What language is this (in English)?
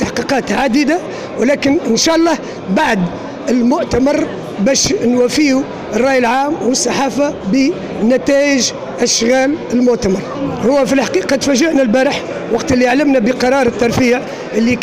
Moroccan Arabic